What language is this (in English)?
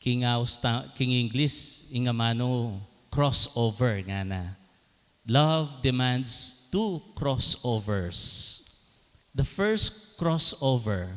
Pampanga